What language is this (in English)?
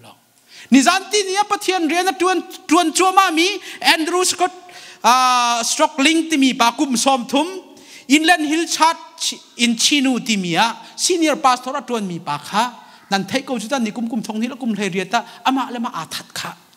Hakha Chin